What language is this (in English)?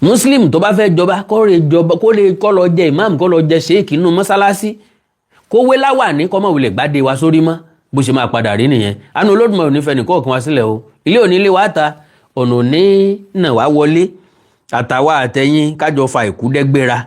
Yoruba